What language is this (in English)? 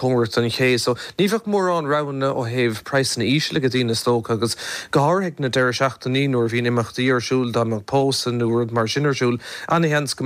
Irish